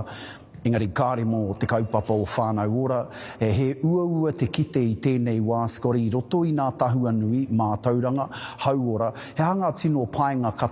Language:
Māori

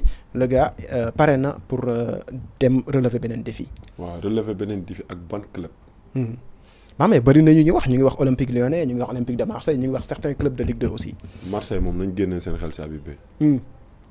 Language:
Wolof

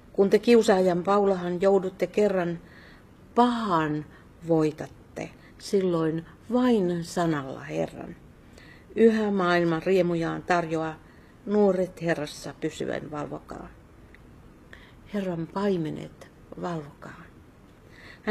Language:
Finnish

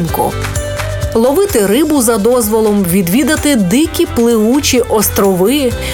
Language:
Ukrainian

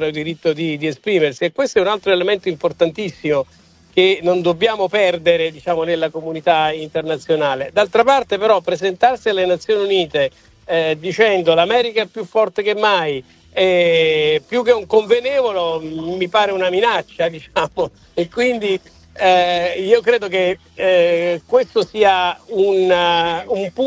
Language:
Italian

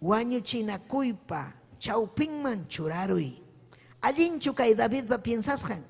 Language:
Ayacucho Quechua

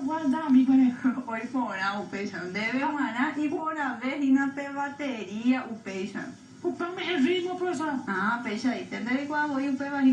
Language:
Guarani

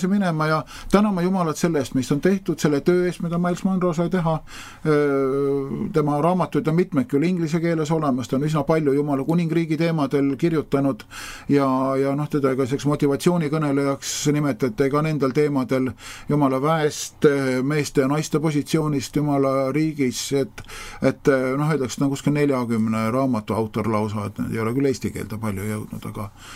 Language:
Estonian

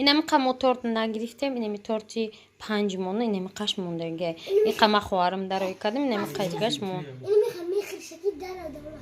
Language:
Tajik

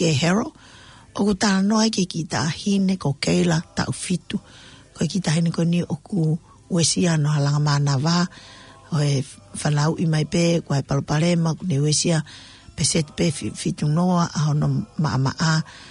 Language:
Tongan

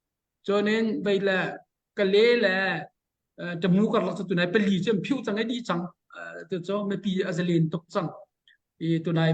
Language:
Hakha Chin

